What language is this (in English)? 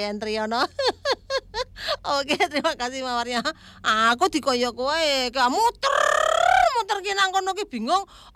Indonesian